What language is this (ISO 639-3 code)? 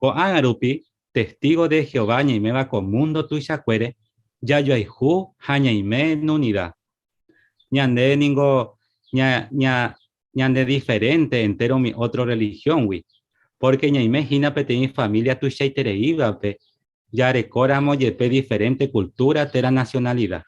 grn